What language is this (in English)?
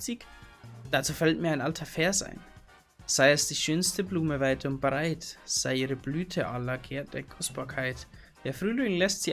Bavarian